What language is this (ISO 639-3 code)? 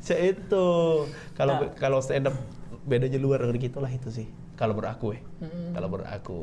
mui